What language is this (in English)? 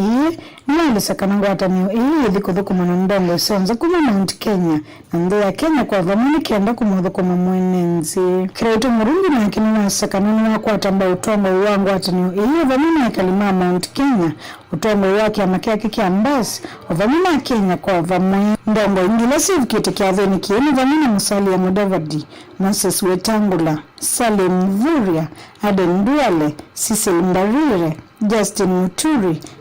Kamba